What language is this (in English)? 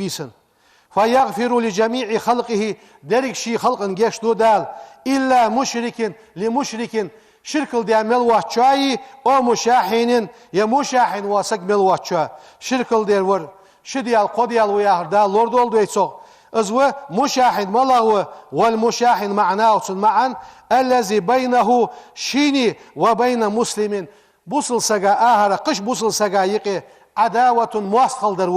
Ingush